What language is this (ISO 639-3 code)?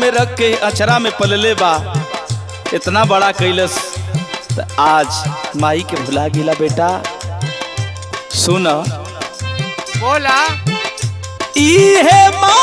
bho